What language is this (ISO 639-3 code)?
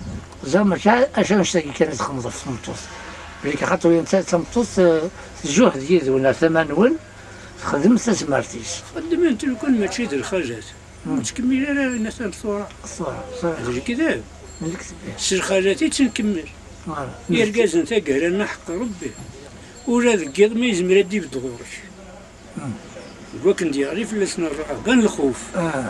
kab